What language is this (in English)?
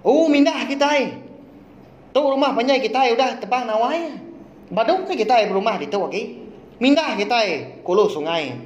Iban